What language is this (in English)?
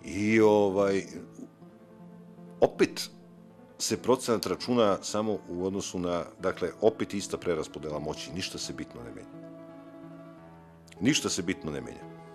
Serbian